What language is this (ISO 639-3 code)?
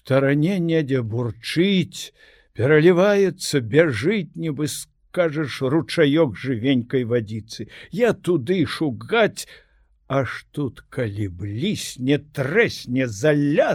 bel